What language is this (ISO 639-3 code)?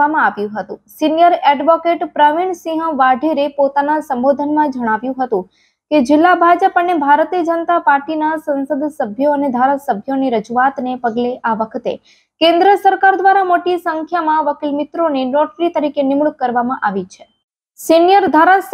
guj